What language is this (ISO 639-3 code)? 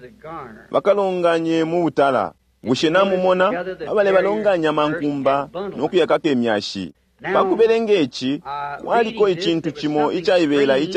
bem